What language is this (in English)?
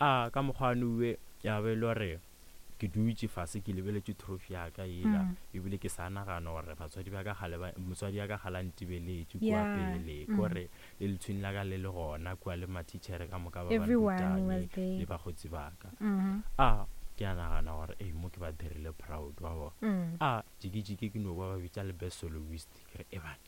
Northern Sotho